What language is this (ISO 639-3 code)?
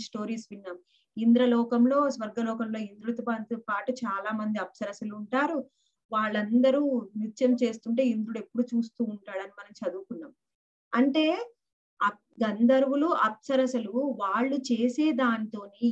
tel